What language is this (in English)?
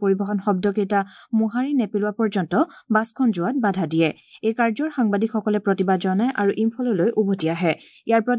Assamese